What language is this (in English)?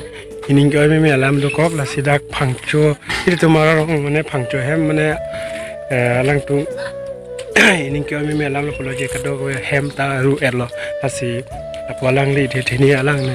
Karbi